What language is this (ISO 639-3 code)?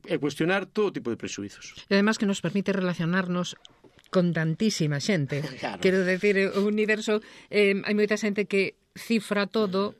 glg